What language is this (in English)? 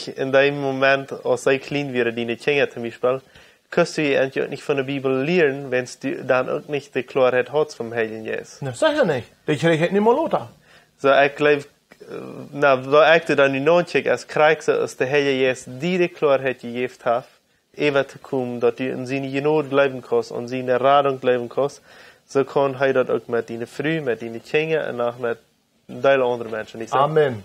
Plautdietsch